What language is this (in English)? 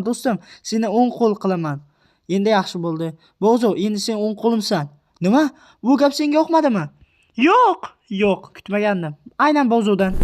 Uzbek